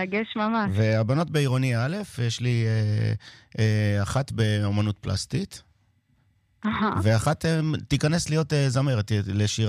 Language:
Hebrew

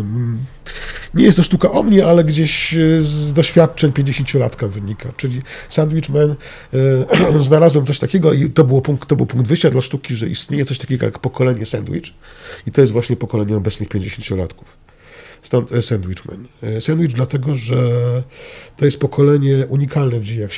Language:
Polish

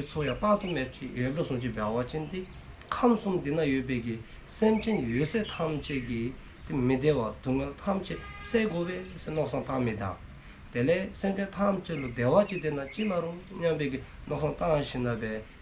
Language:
Dzongkha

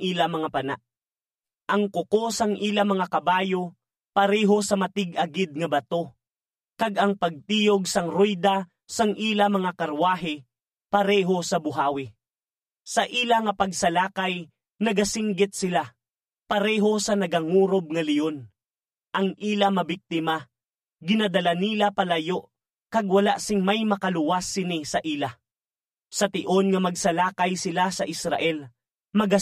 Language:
Hiligaynon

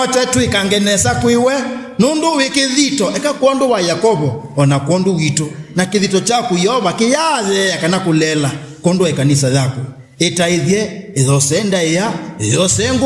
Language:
Kamba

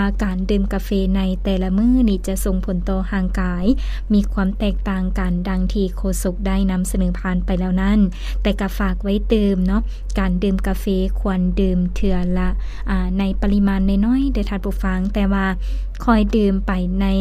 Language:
Lao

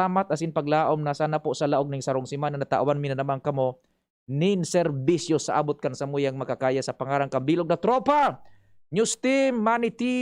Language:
Bikol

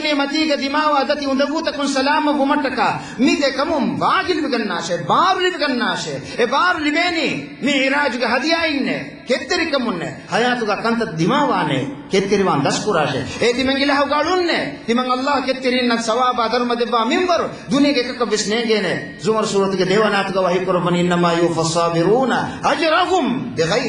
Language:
Divehi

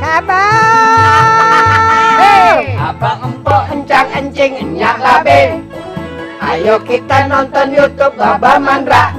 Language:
Betawi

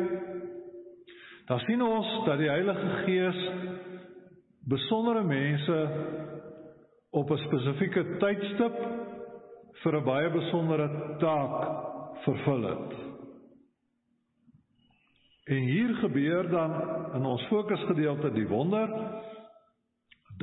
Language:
Afrikaans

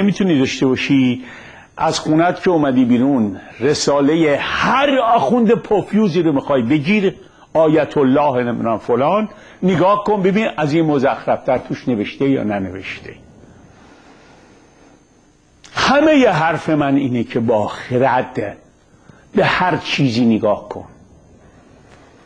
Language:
Persian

